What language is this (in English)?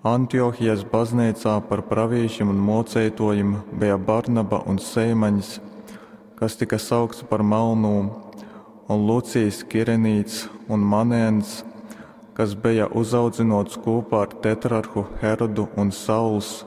Latgalian